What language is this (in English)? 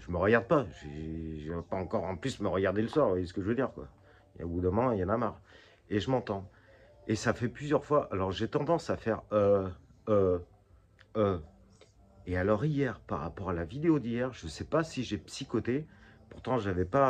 French